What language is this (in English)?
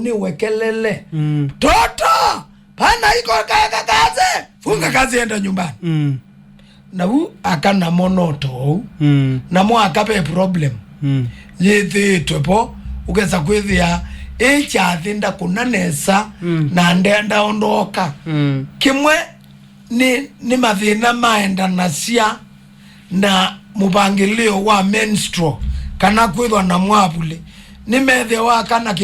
Kamba